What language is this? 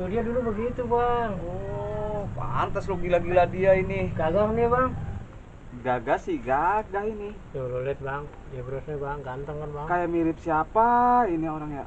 Betawi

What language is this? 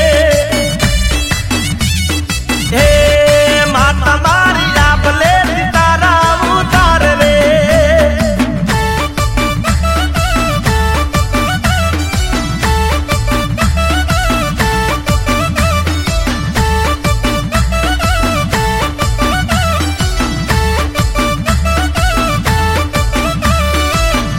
Gujarati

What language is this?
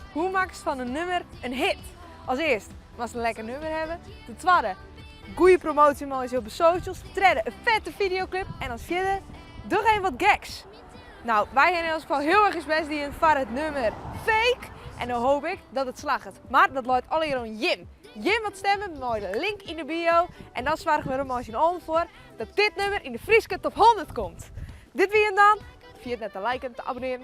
Western Frisian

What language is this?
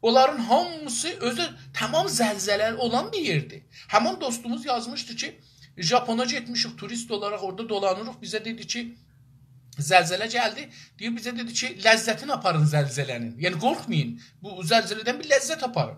South Azerbaijani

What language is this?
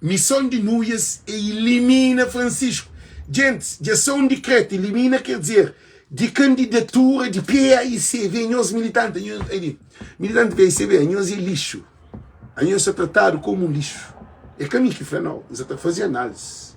Kabuverdianu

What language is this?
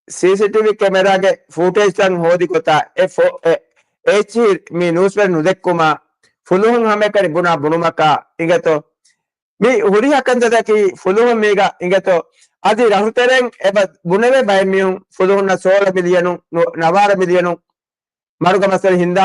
Divehi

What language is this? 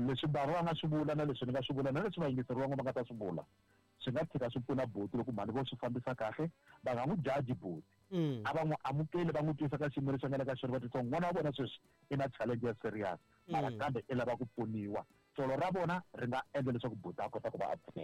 Tsonga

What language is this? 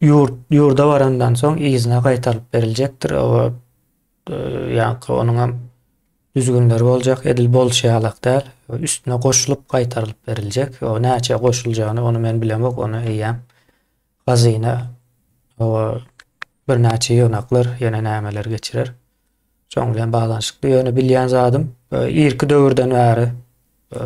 Turkmen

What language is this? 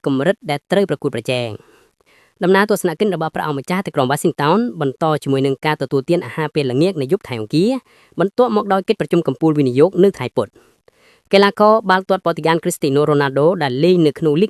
Khmer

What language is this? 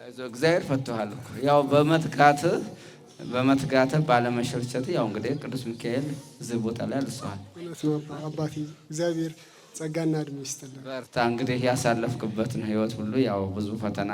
Amharic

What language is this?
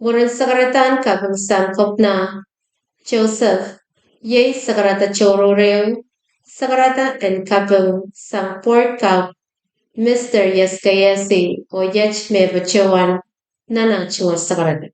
Pohnpeian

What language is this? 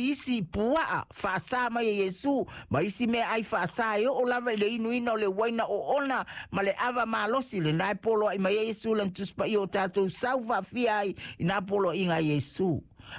Samoan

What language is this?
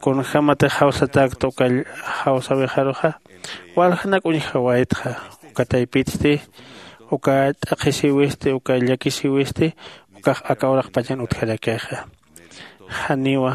Aymara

